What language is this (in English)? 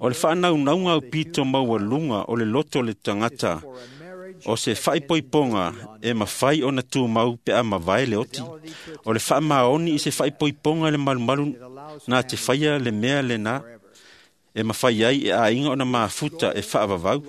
Samoan